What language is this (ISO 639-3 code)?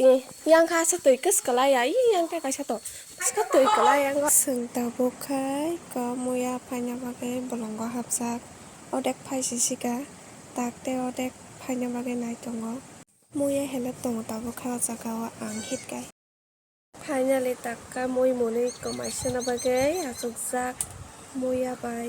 trp